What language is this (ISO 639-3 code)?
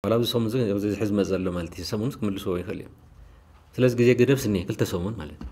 tir